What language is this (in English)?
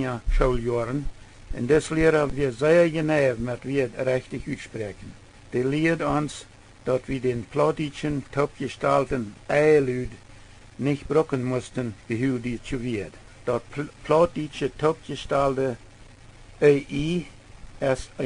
Plautdietsch